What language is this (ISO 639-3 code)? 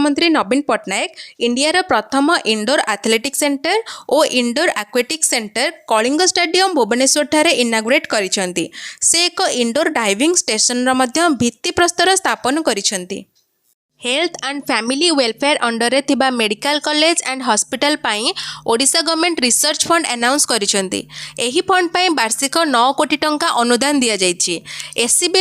ori